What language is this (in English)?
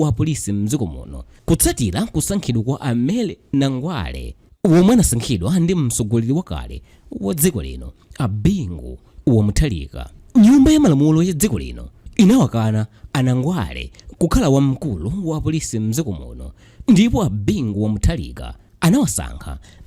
Nyanja